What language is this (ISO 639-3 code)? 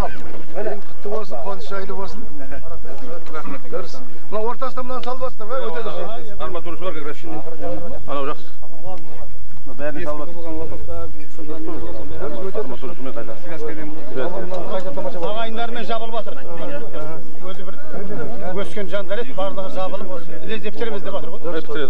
kaz